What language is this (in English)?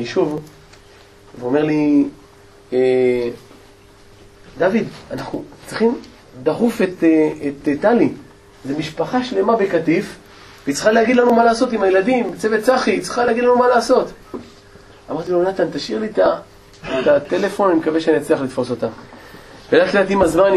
Hebrew